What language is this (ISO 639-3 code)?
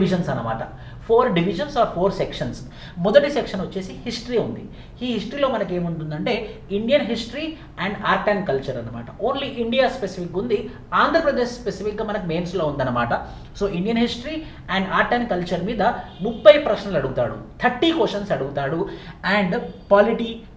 tel